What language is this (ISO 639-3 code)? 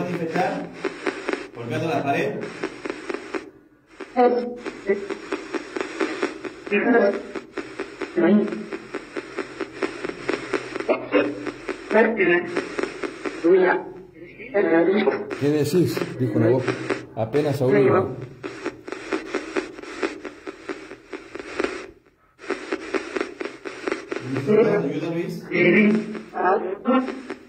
spa